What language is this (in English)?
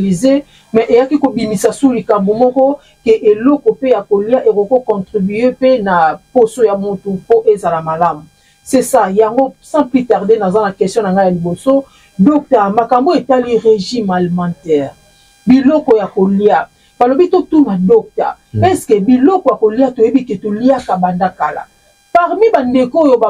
Lingala